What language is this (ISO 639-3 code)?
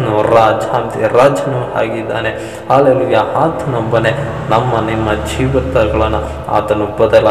kan